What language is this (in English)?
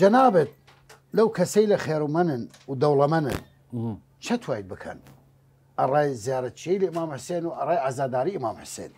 Southern Kurdish